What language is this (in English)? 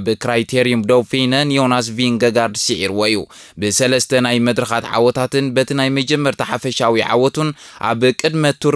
Tigrinya